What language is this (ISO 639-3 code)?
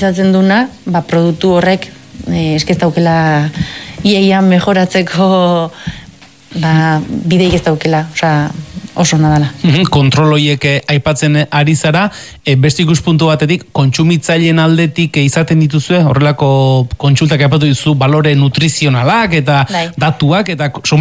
eus